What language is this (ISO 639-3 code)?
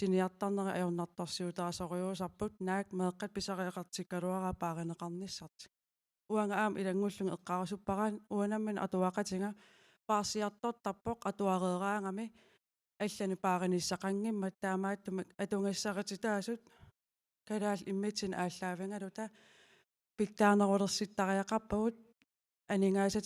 kal